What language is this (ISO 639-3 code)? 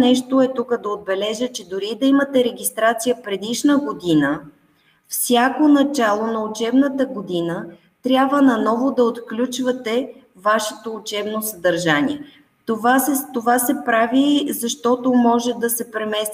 bul